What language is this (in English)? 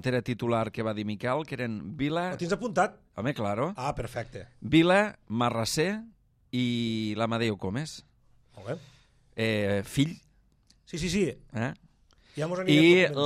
Catalan